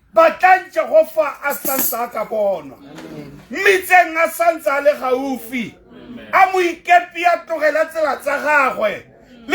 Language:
Tswana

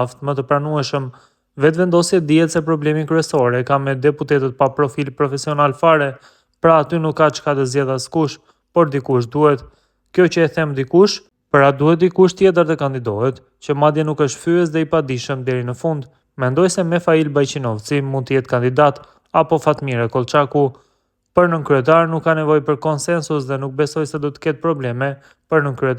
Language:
Albanian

